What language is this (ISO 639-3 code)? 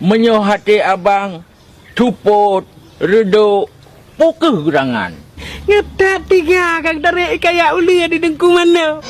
ace